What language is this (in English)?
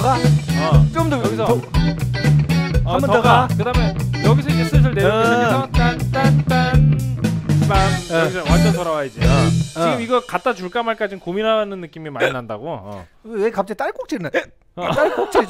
Korean